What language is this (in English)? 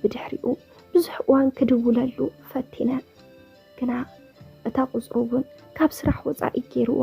Tigrinya